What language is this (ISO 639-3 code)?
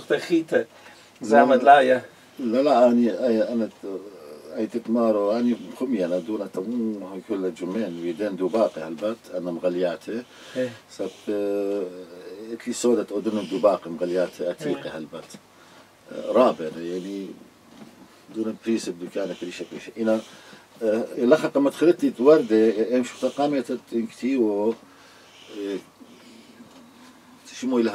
aii